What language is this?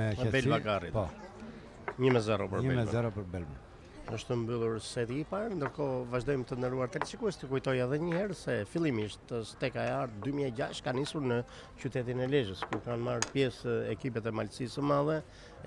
Albanian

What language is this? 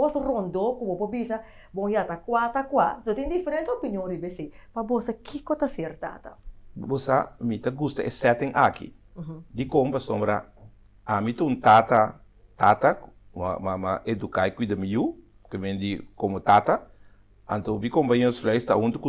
Papiamento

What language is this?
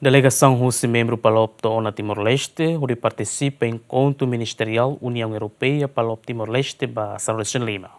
Tetum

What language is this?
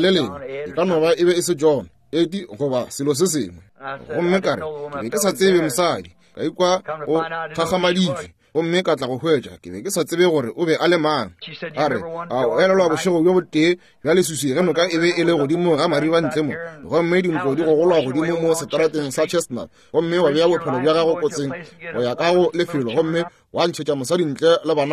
Northern Sotho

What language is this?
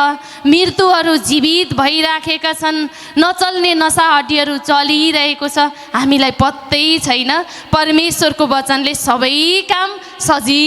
Nepali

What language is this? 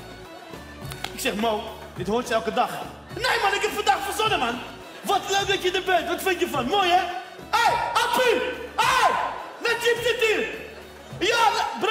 Dutch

